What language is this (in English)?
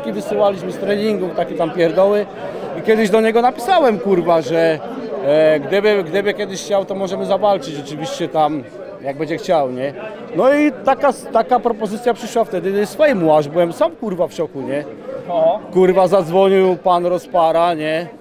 Polish